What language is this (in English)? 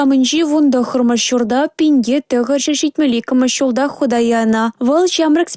Chuvash